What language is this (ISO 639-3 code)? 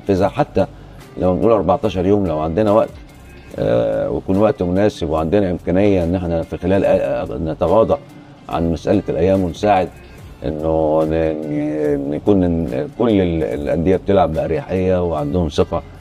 arz